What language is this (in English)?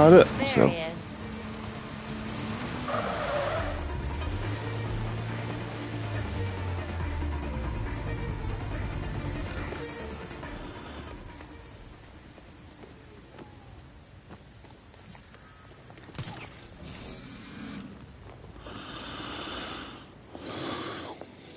English